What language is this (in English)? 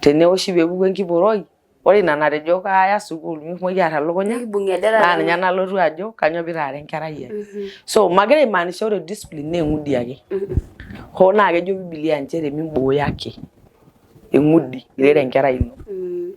Masai